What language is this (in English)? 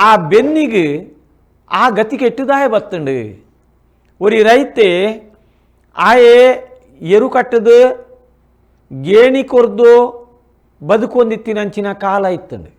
Tulu